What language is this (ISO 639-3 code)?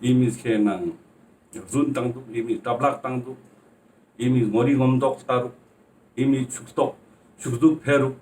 lbj